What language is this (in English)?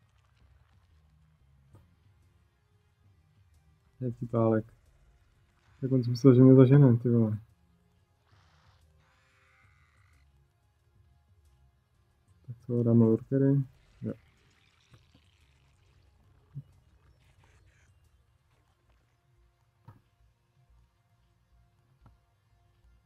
Czech